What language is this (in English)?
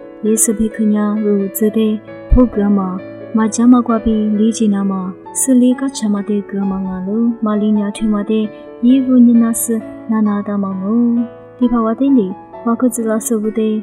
Lisu